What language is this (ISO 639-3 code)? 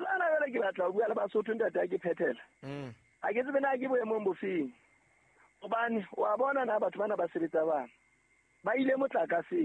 sot